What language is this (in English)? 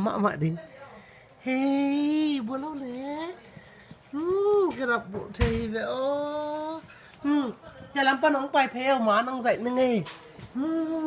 Tedim Chin